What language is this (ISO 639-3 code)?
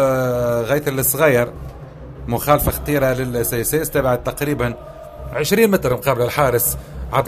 aeb